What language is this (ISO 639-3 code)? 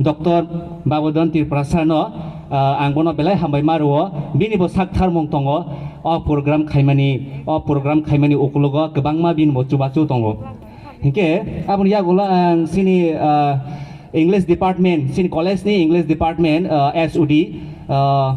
trp